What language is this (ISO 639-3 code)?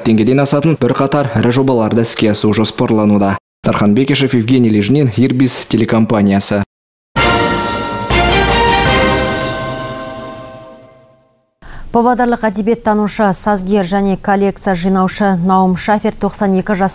kaz